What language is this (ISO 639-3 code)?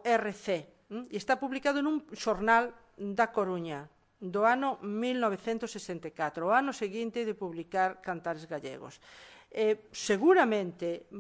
glg